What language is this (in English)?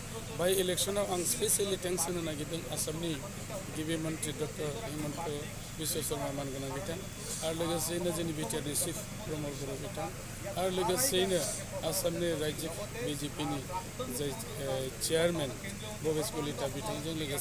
Bodo